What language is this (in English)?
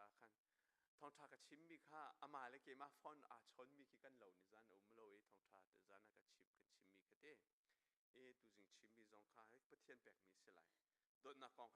Hakha Chin